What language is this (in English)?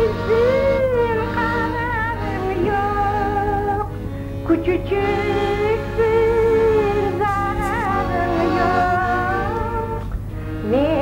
Crimean Tatar